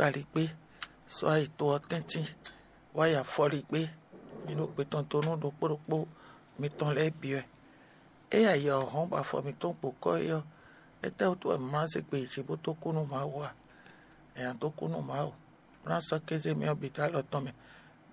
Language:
Fon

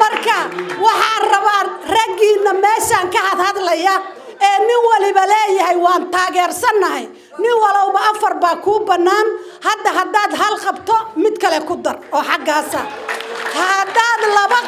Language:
Somali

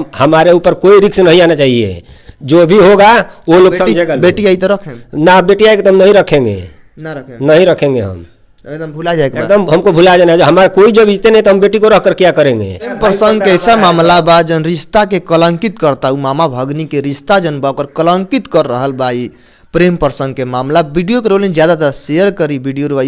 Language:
Bhojpuri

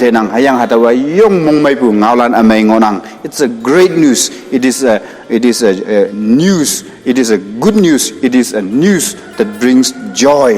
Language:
Konyak Naga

